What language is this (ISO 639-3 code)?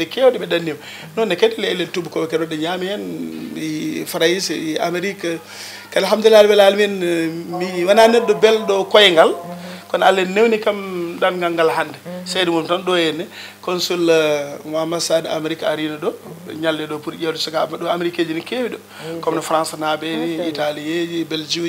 ful